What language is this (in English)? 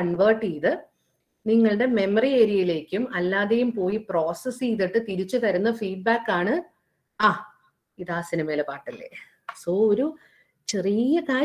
Malayalam